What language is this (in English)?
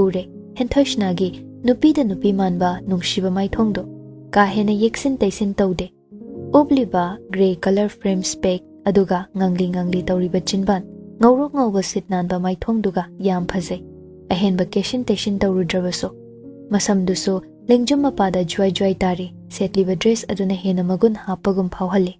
Manipuri